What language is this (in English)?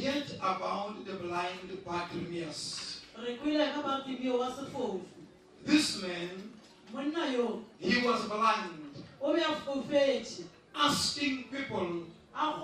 Northern Sotho